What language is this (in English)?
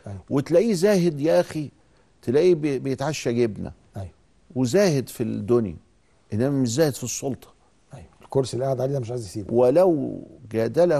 Egyptian Arabic